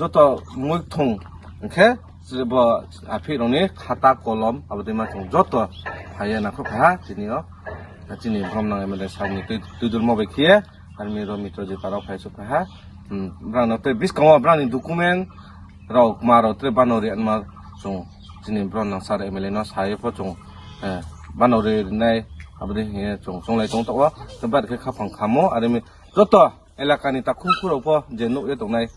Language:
Riang (India)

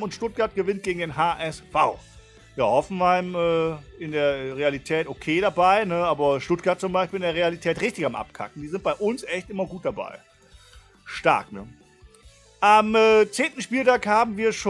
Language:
German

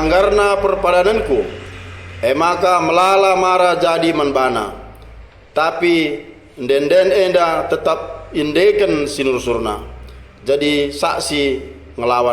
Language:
Batak Karo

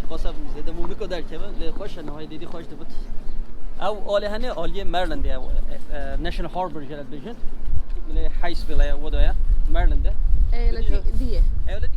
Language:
Kurdish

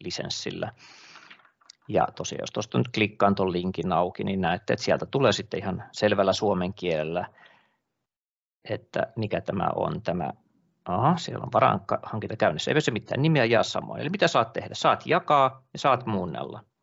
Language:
Finnish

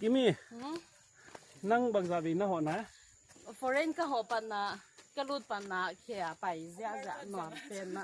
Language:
Paite Chin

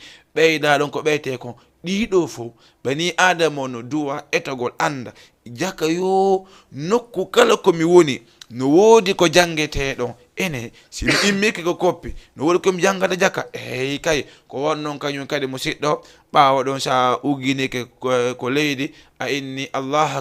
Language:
Fula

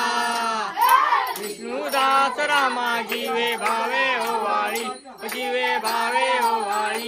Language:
Marathi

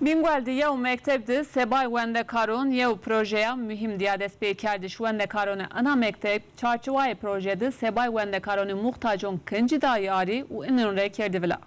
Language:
Zaza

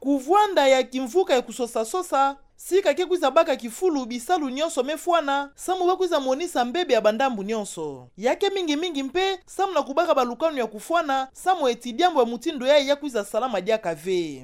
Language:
Kituba (Democratic Republic of Congo)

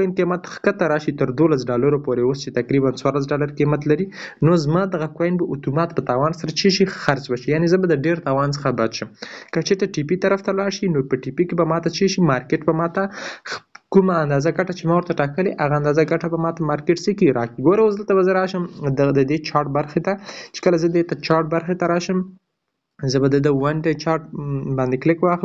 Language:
Pashto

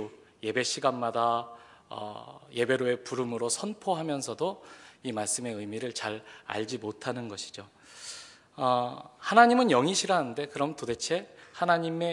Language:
Korean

